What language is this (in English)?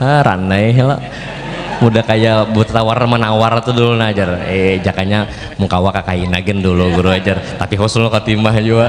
Banjar